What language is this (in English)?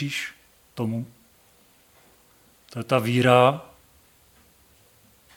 Czech